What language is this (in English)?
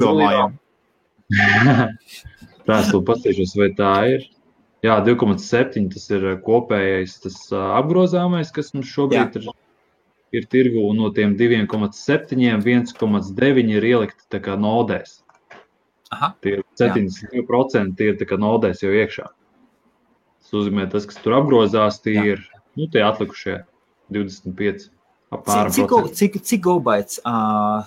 Latvian